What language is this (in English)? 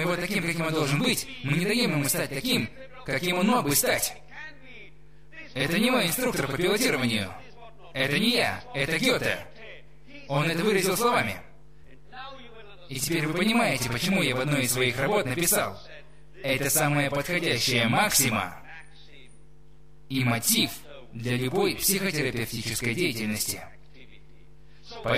Russian